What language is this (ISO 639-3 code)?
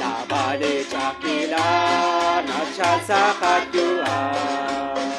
kek